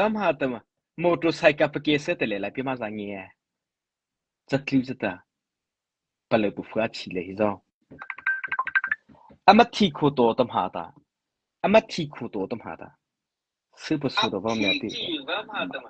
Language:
Mara Chin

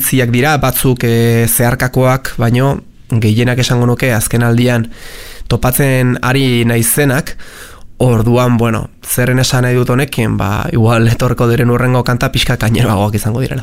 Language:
Basque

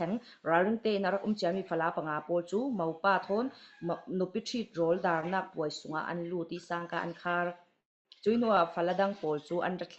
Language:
Falam Chin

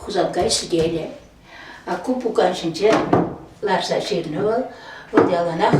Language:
Chuvash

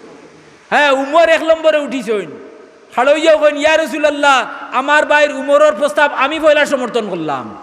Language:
Sylheti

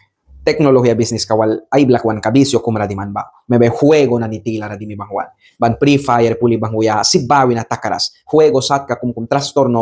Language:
Mískito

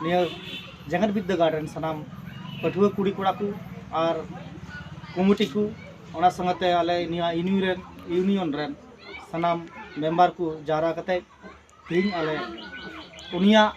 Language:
Santali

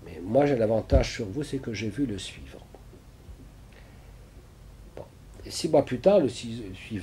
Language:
French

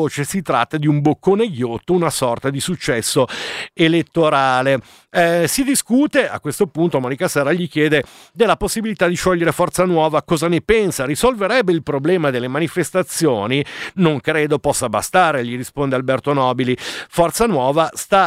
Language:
Italian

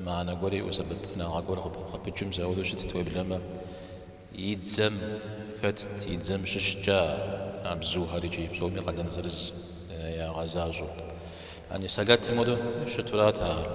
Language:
Kabardian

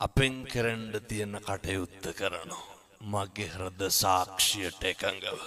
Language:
Sinhala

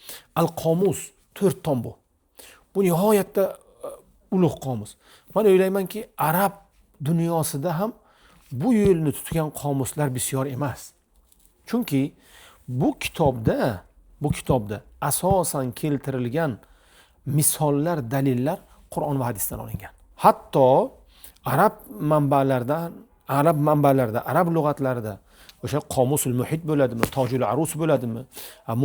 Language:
Uzbek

